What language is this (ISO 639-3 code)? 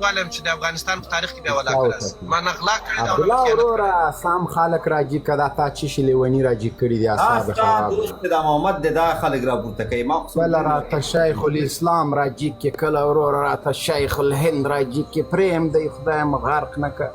pus